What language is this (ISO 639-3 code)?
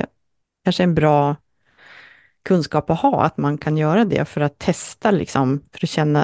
swe